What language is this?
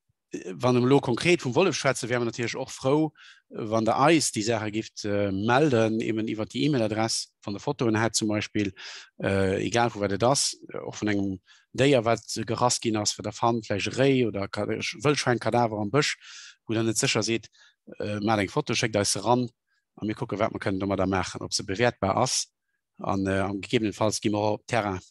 Luxembourgish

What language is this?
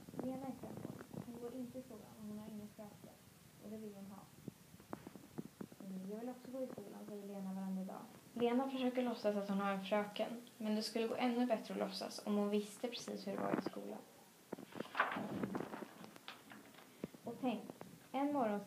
Swedish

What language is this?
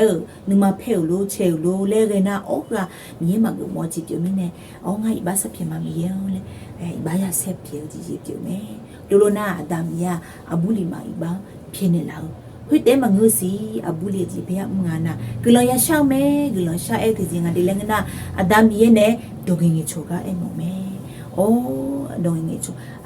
Akha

